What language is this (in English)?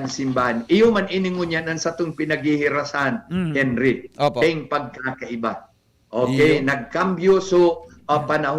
Bikol